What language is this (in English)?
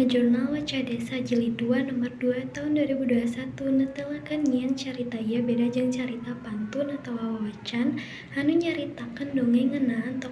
Sundanese